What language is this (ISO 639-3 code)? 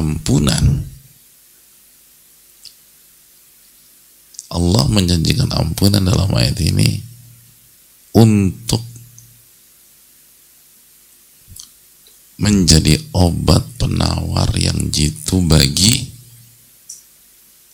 ind